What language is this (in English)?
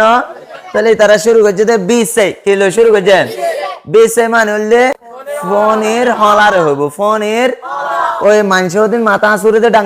Rohingya